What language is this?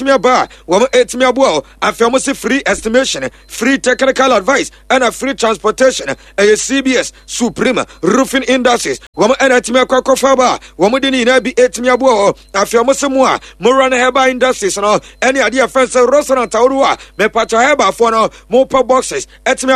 Akan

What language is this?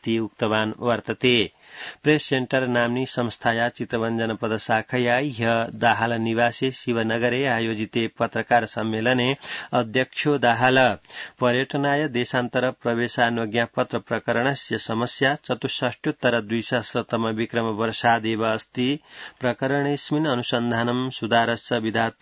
Sanskrit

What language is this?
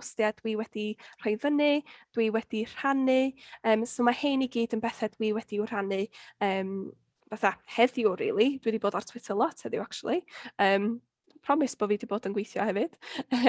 Welsh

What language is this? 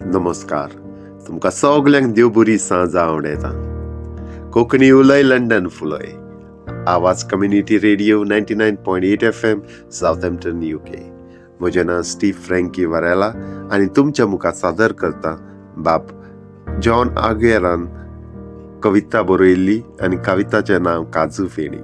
Konkani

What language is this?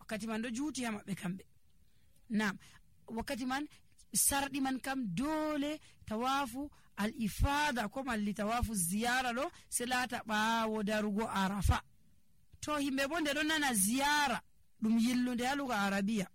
Nigerian Fulfulde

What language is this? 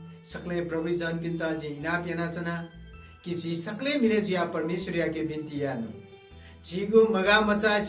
Newari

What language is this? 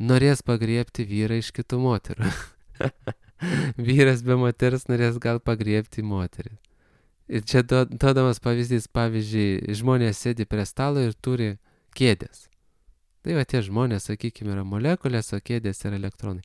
Lithuanian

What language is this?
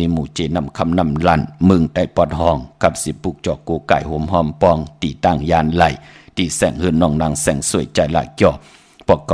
Shan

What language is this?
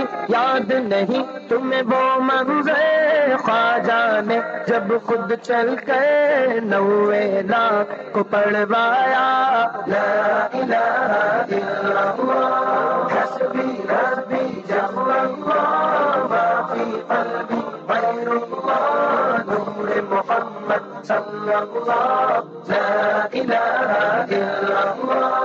Urdu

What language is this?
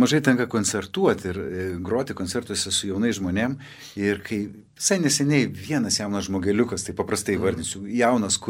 Lithuanian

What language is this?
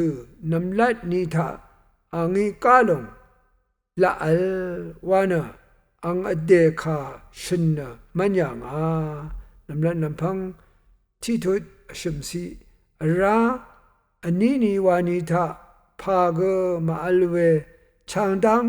Rawang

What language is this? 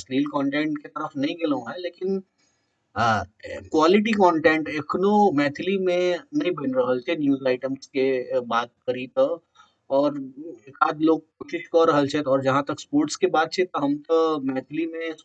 Maithili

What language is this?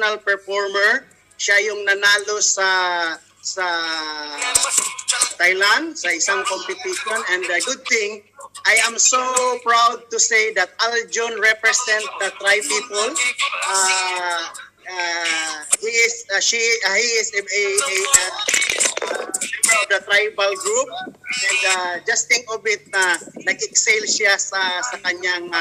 Filipino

